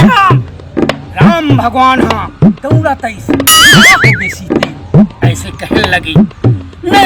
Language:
Chhattisgarhi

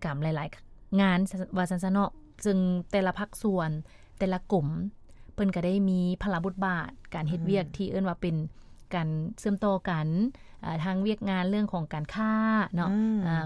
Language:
Lao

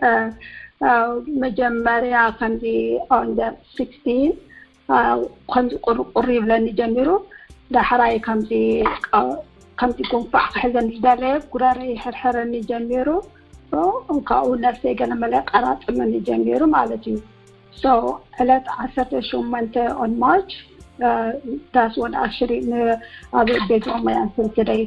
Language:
Tigrinya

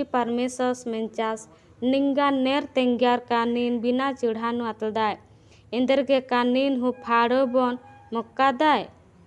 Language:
Odia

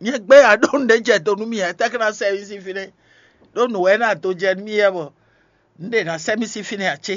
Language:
Fon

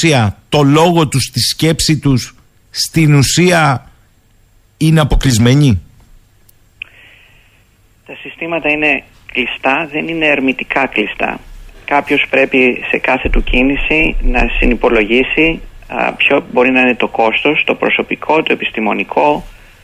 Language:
Greek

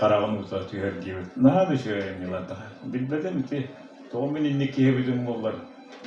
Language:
Yakut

